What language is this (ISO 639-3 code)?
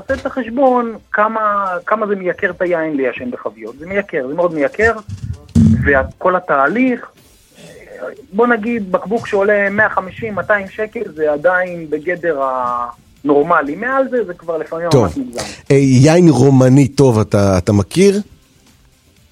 heb